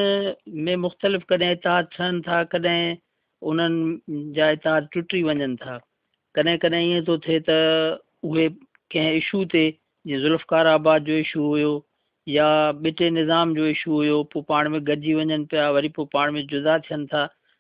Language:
Sindhi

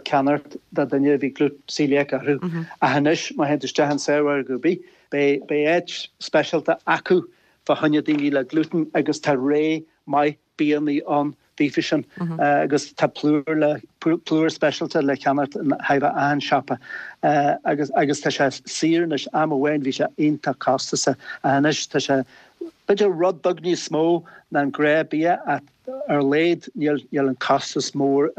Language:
Irish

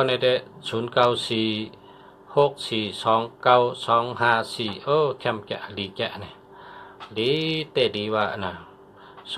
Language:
Shan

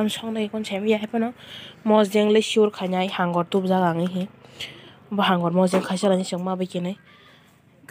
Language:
Kok Borok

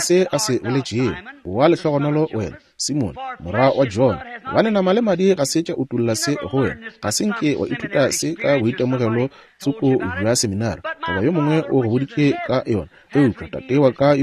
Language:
Northern Sotho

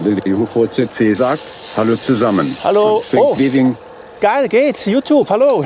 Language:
Swiss German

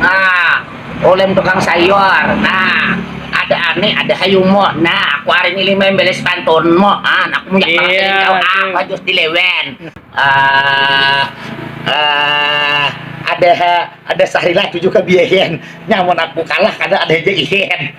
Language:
Banjar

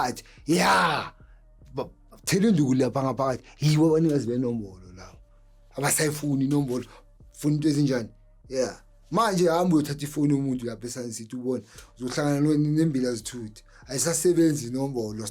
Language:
Zulu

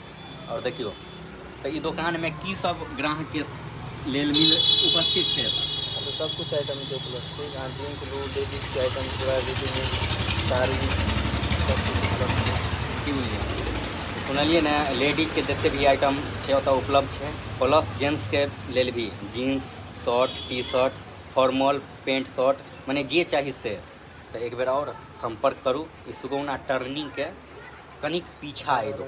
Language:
Maithili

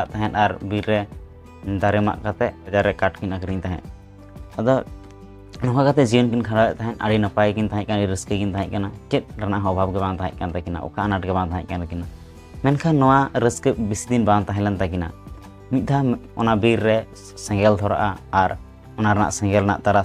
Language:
Santali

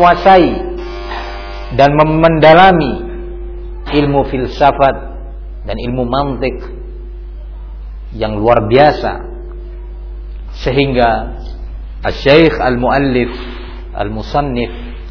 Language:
Indonesian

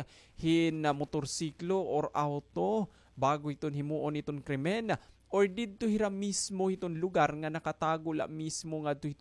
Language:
Waray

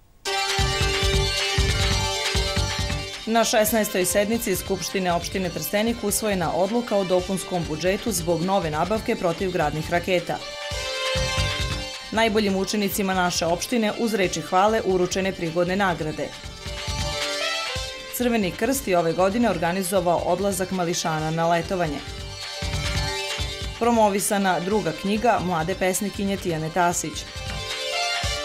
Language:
Serbian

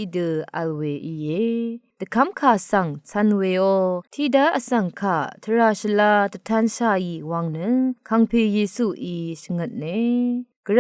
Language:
Rawang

